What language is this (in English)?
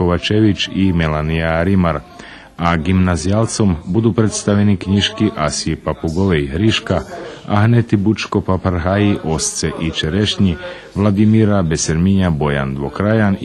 Rusyn